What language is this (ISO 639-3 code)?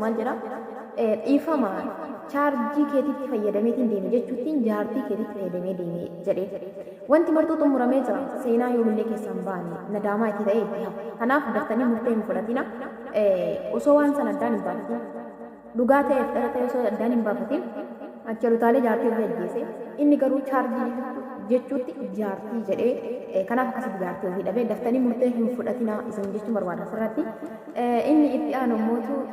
orm